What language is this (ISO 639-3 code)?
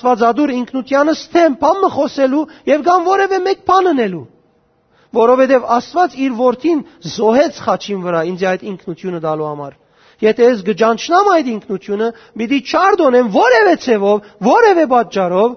hyw